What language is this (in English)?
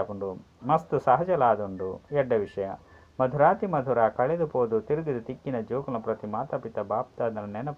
Tulu